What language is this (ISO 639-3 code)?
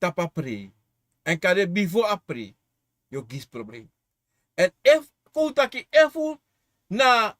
srn